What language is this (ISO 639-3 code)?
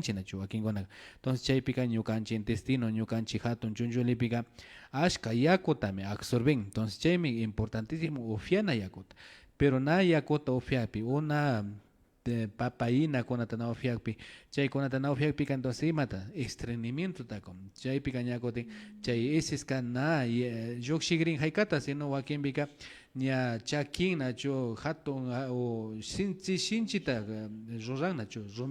qvi